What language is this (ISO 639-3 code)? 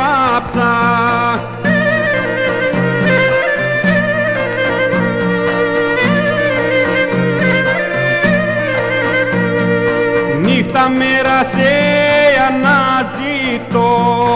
ell